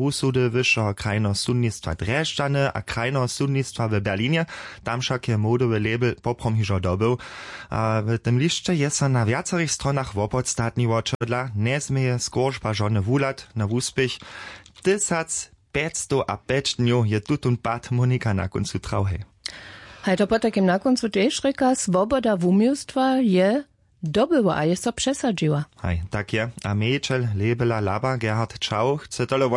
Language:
Upper Sorbian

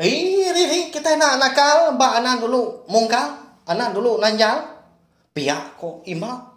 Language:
Iban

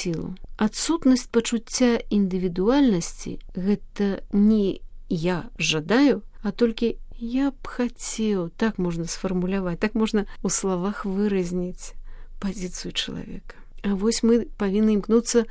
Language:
Belarusian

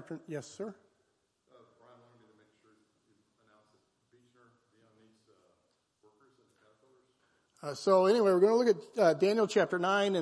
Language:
English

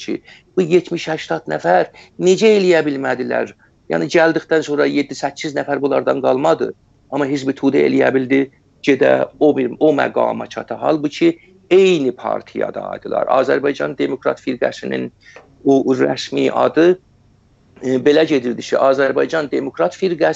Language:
South Azerbaijani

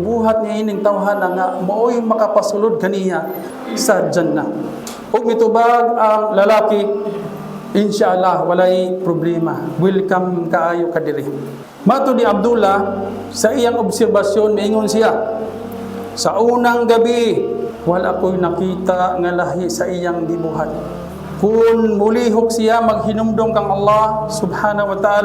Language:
Cebuano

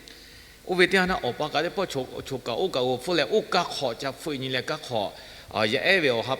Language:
Lahu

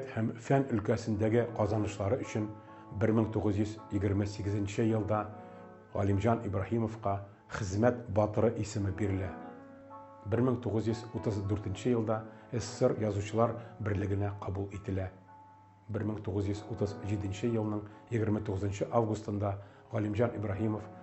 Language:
Tatar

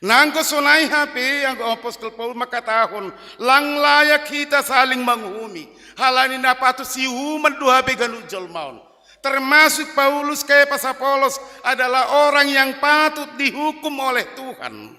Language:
Batak Simalungun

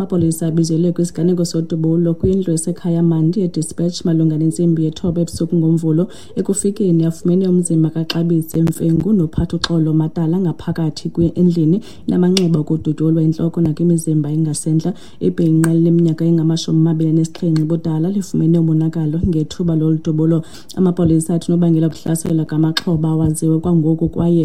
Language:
Xhosa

